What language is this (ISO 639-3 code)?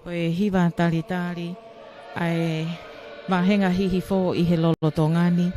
ton